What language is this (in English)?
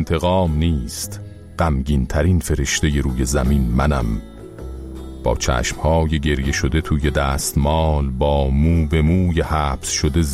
Persian